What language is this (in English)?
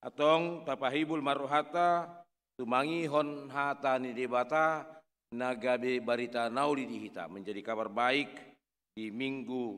Batak Toba